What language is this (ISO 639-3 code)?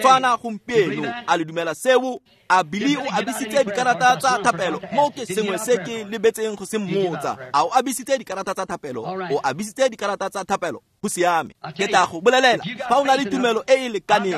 tsn